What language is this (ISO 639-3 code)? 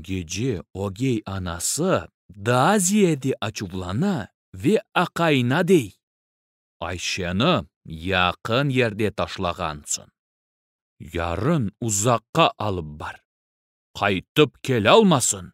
crh